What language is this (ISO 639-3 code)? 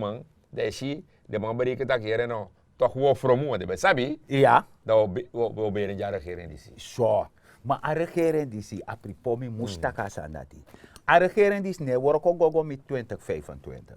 srn